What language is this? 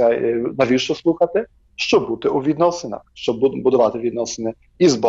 Ukrainian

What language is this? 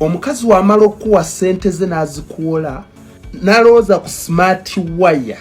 Ganda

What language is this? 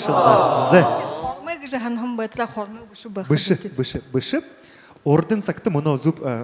Buriat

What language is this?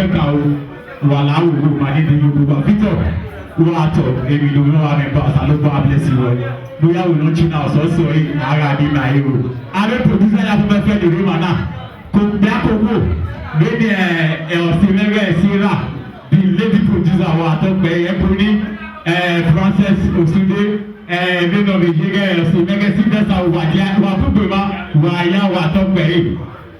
Bini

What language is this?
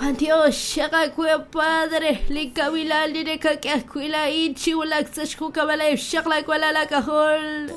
Kekchí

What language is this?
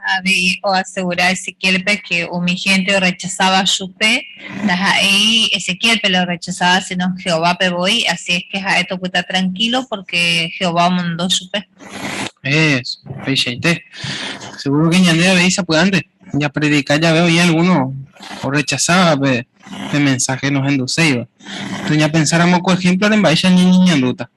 Guarani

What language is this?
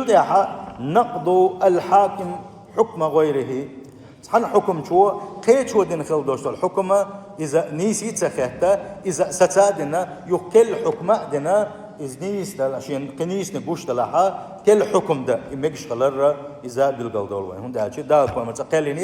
Chechen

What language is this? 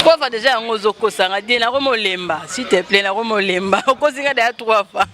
Lingala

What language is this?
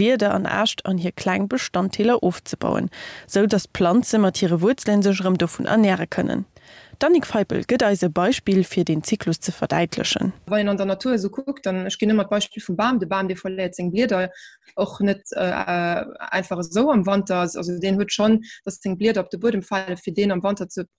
Luxembourgish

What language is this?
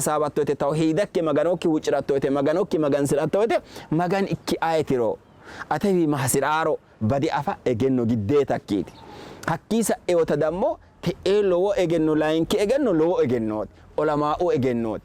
Sidamo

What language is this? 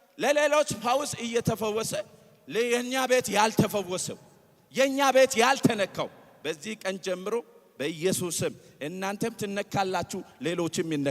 Amharic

